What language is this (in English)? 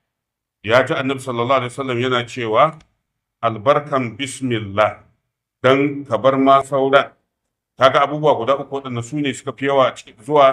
Hausa